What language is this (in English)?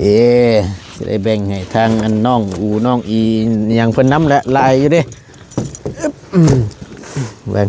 Northeastern Thai